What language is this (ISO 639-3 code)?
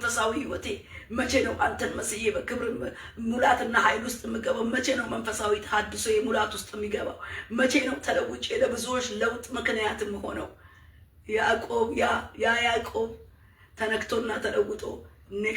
amh